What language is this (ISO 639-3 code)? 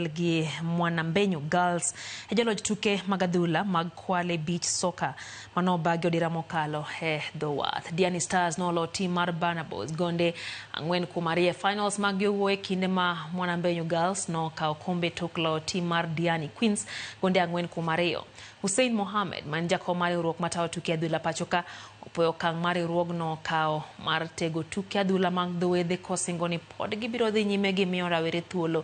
luo